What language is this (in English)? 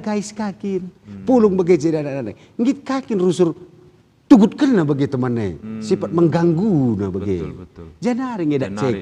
Batak Karo